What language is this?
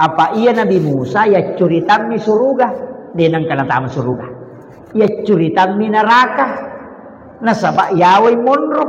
Buginese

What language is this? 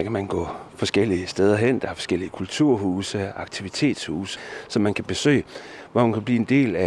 Danish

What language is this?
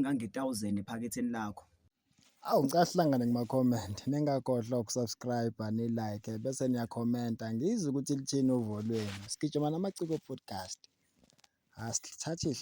Zulu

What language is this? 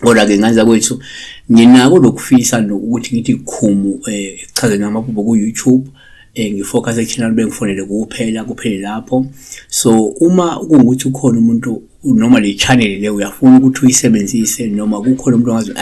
Zulu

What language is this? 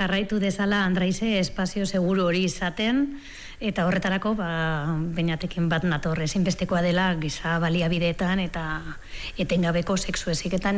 Basque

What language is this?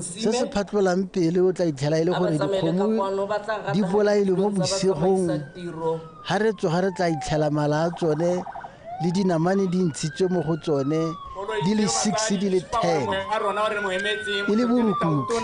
Tswana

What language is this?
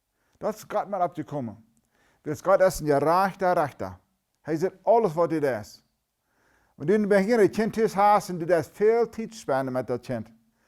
Plautdietsch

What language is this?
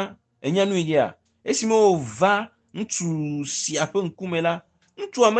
Ewe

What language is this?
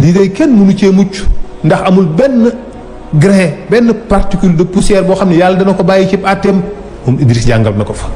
Wolof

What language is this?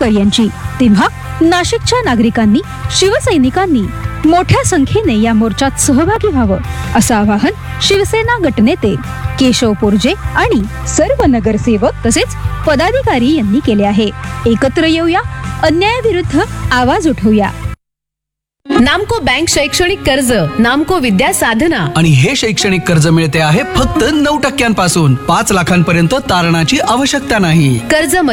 Marathi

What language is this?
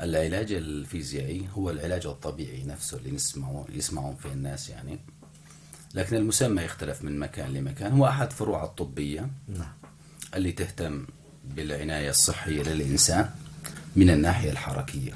North Levantine Arabic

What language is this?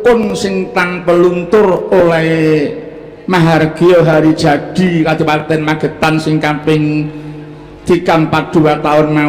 Javanese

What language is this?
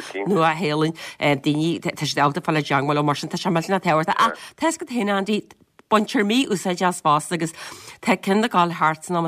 Irish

